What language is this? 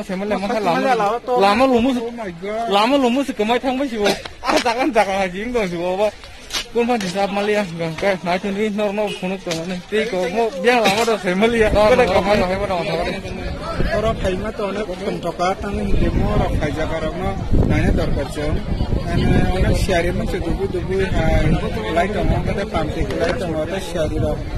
Kok Borok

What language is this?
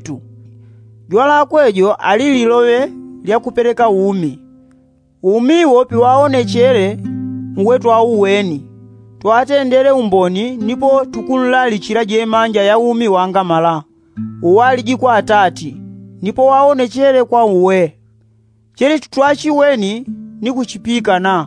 Yao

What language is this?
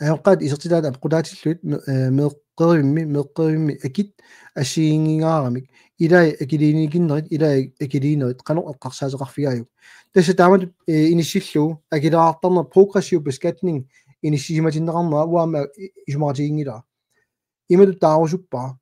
Kalaallisut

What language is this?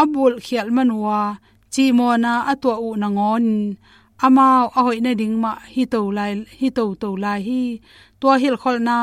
Tedim Chin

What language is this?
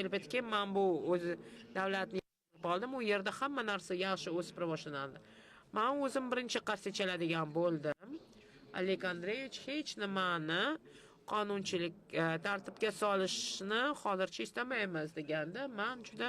Uzbek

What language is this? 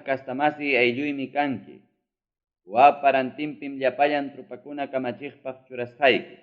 Ayacucho Quechua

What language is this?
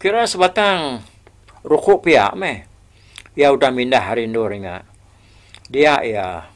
Iban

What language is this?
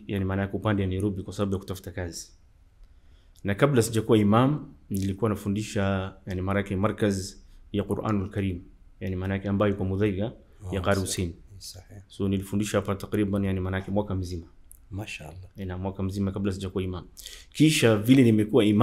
Swahili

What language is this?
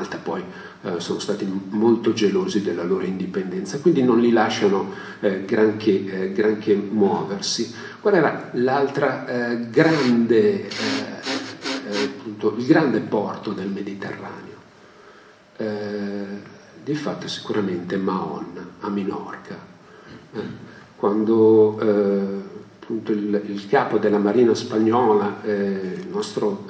Italian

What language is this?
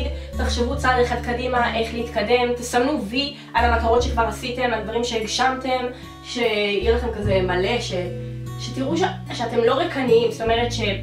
Hebrew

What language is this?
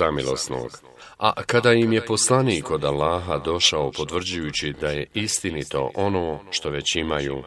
Bosnian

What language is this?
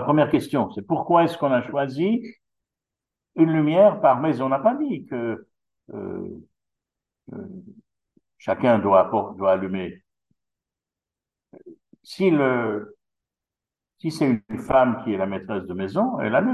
French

